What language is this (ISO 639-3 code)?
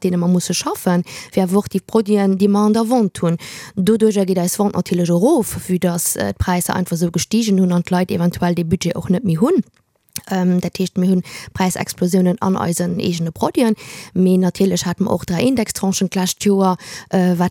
ltz